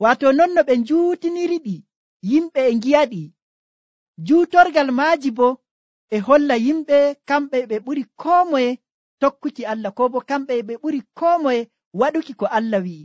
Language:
Nigerian Fulfulde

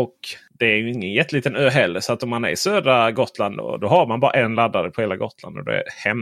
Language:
Swedish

